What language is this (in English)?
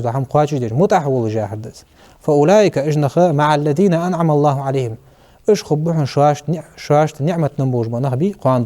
Ingush